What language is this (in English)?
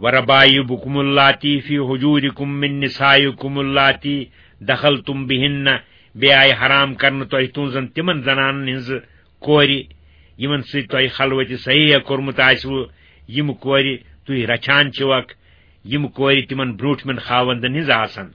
Kashmiri